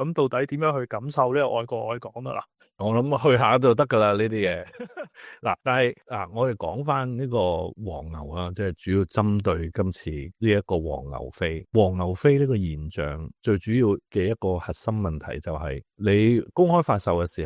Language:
Cantonese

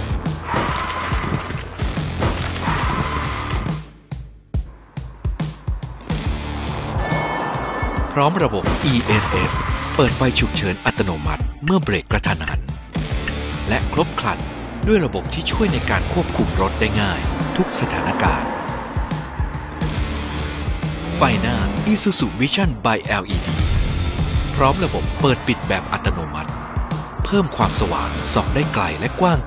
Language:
Thai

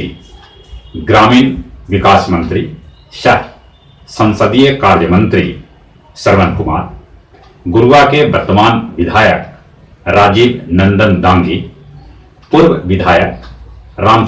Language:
Magahi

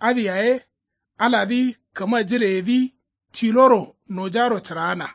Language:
Kanuri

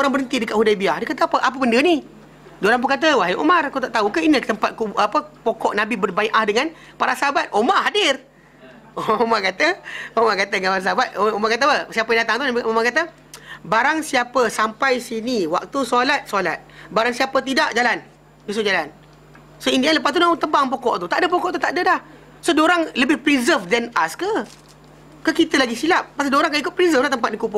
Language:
Malay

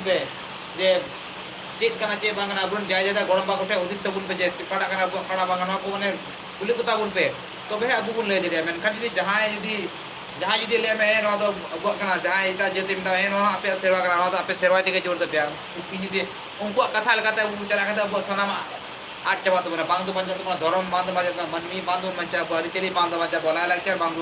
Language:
Santali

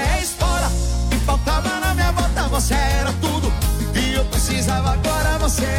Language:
Portuguese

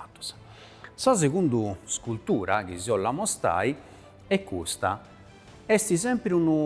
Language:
Sardinian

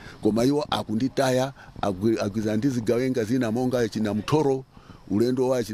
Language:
Nyanja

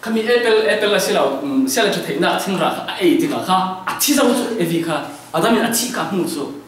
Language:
Falam Chin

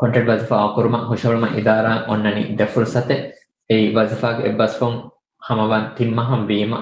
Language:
Divehi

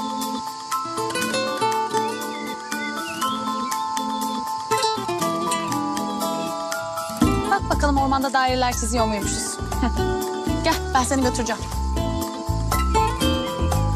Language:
Turkish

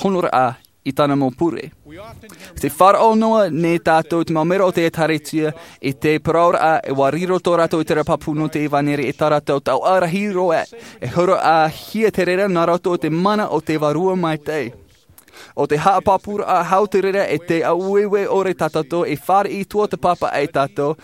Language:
Tahitian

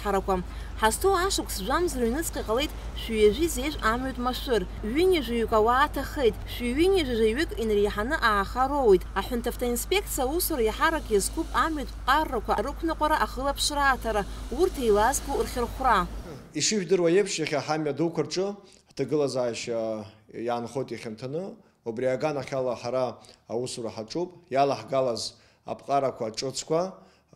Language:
Abkhazian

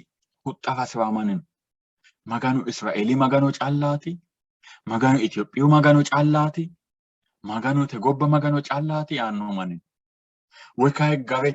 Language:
Sidamo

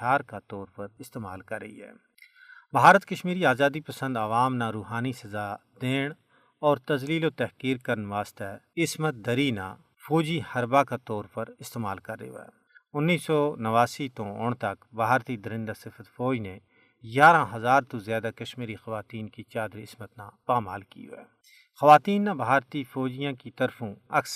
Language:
Gujari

